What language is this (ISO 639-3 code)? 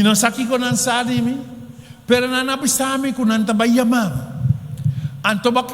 pap